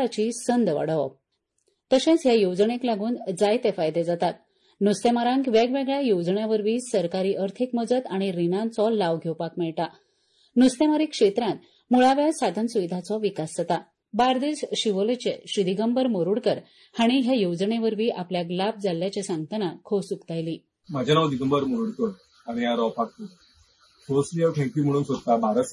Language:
Konkani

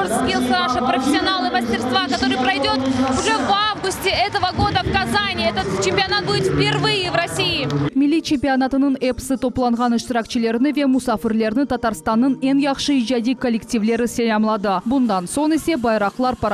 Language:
Crimean Tatar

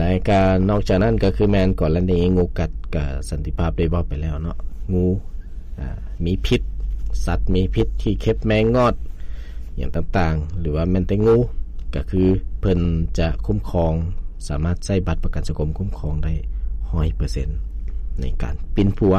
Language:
Lao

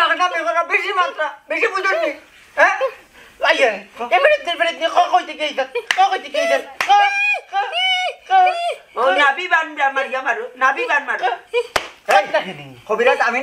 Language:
Sylheti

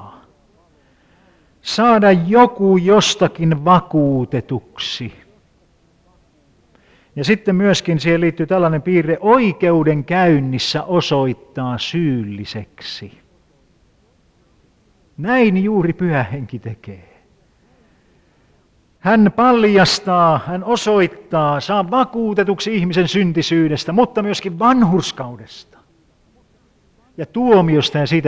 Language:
Finnish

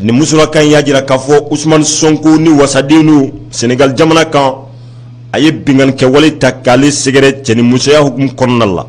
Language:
Bambara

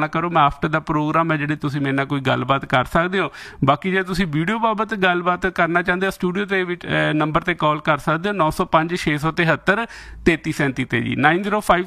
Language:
Punjabi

